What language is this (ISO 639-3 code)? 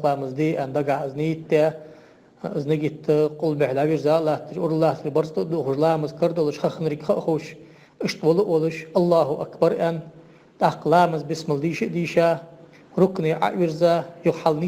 inh